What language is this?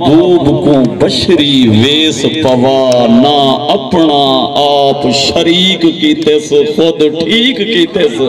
Saraiki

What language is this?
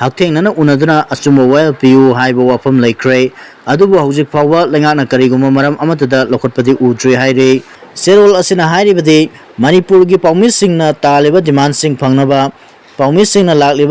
Manipuri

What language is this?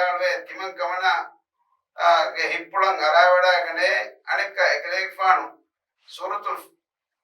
Divehi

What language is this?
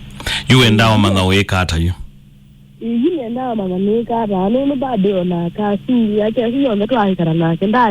Kamba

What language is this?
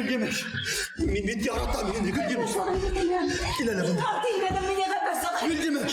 Bashkir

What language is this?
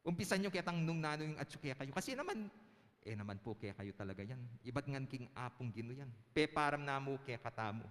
Pampanga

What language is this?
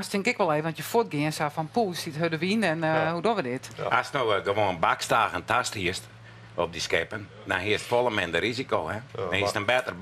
Western Frisian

